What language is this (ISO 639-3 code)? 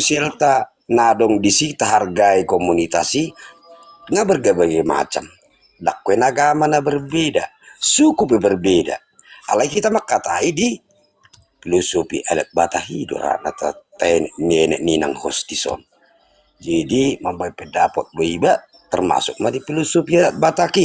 bbc